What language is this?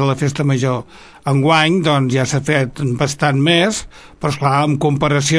Catalan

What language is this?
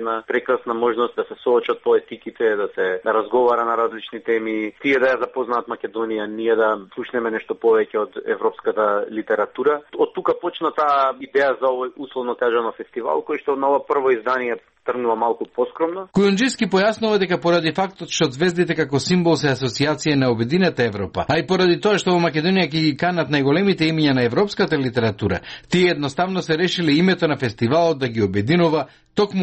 Macedonian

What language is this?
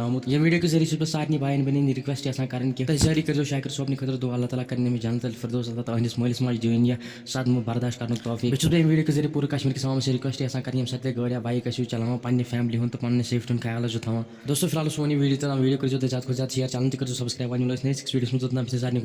Kashmiri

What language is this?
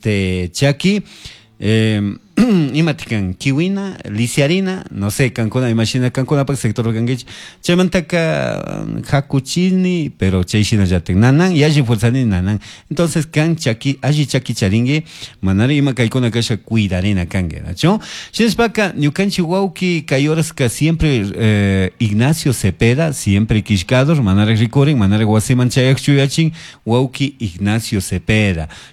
Chimborazo Highland Quichua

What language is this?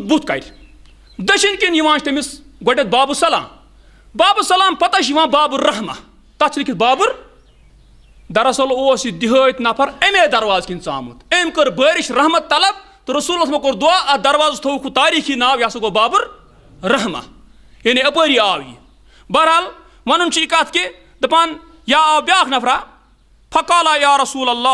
Kashmiri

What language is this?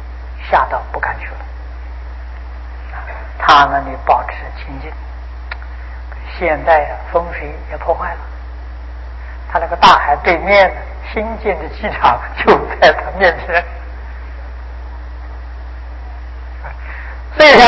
Chinese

